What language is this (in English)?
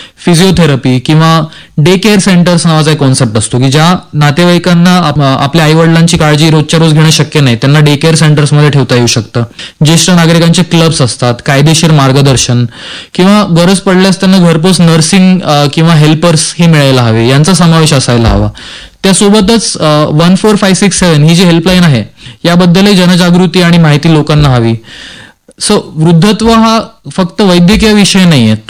Marathi